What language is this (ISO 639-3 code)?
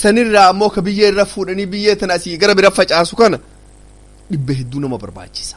orm